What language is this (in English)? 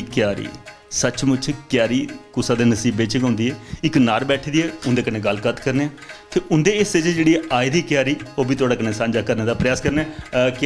Dogri